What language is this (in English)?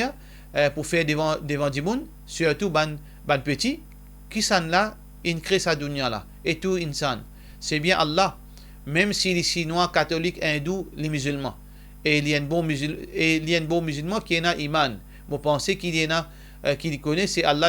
Morisyen